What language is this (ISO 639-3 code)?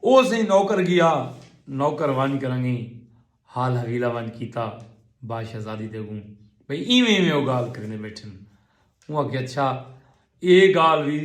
skr